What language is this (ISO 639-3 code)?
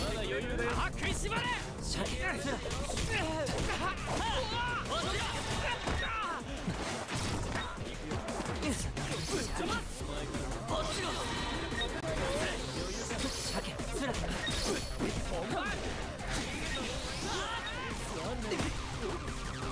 jpn